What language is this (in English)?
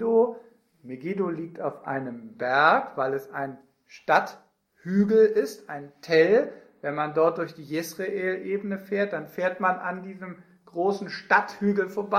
German